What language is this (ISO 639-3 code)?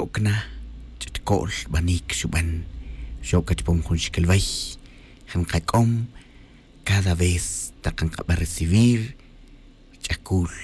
tzj